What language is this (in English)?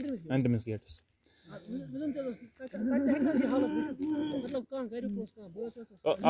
Kashmiri